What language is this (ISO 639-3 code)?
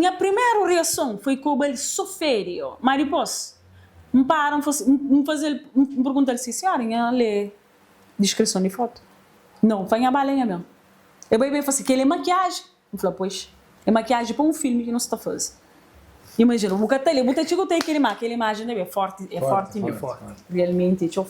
kea